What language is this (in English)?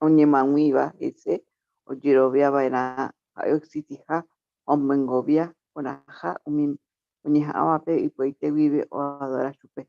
Guarani